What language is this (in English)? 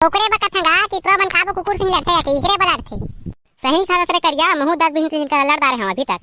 Chhattisgarhi